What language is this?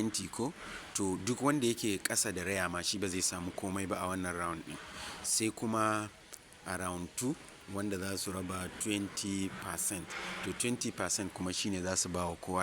Hausa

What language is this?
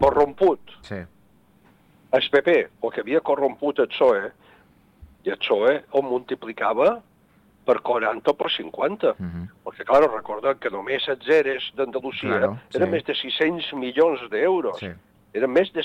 Catalan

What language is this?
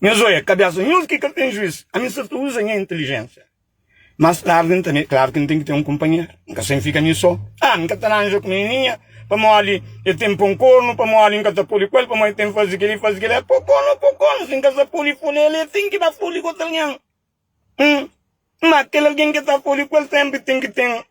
Kabuverdianu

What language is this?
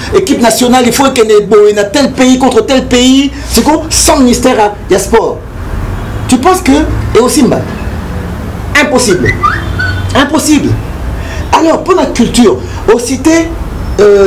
French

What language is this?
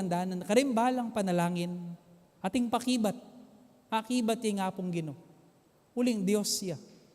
Pampanga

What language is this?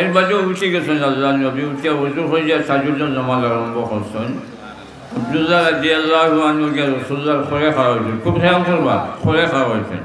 Sylheti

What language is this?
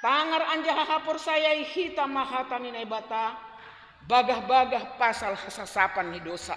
Batak Simalungun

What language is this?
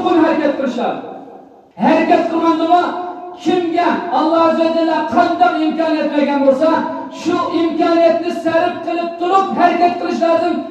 Uyghur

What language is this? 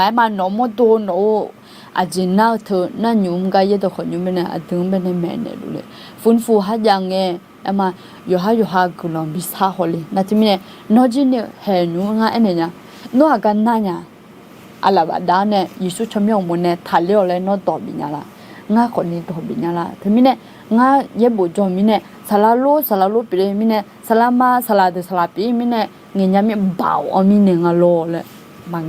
Akha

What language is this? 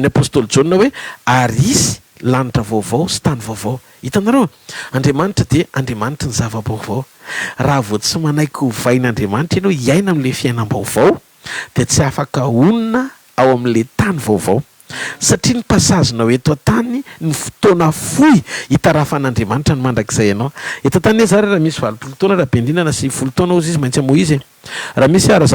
Malagasy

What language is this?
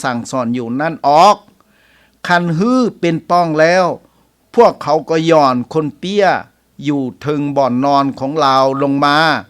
Lao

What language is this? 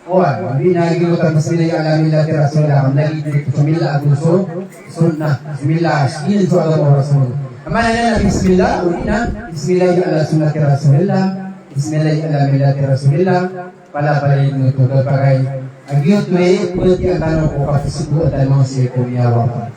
Maranao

